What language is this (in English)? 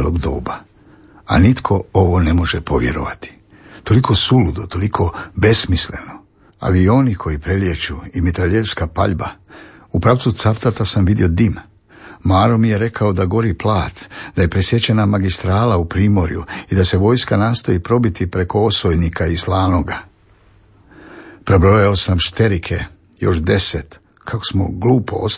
Croatian